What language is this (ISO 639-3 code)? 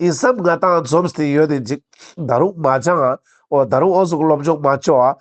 lbj